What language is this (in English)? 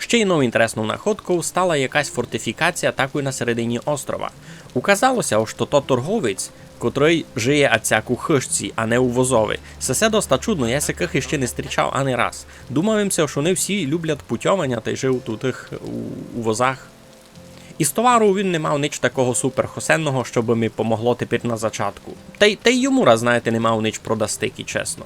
Rusyn